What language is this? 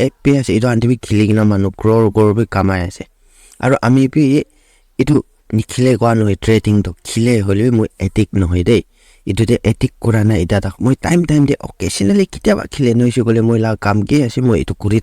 Naga Pidgin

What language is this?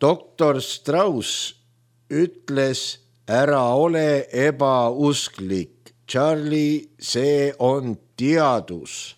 Estonian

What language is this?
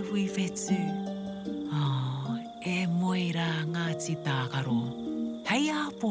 Māori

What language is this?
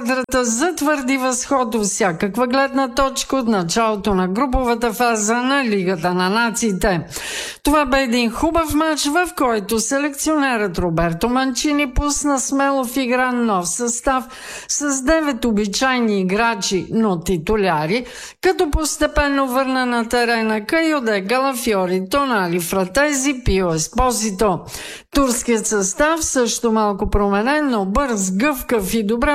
Bulgarian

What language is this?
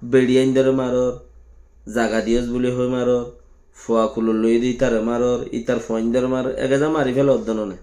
Rohingya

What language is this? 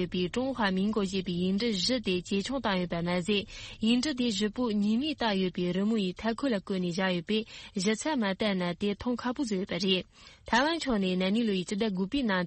Tibetan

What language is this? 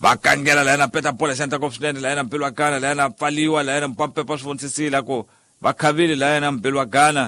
Tsonga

